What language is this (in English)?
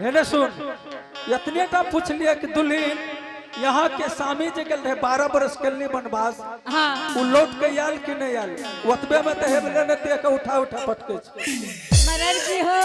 Angika